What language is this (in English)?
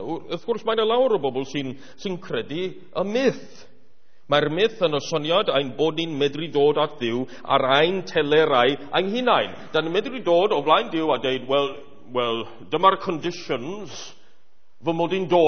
Welsh